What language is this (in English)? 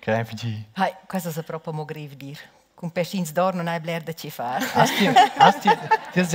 Romansh